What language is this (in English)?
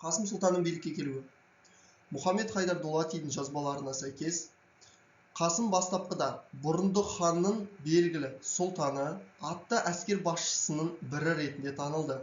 Kazakh